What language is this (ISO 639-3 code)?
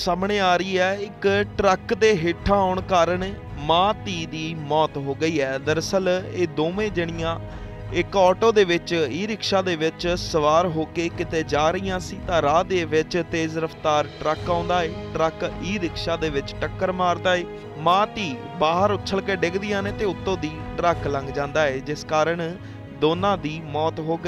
pan